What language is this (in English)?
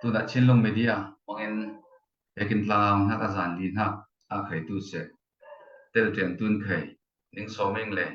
Falam Chin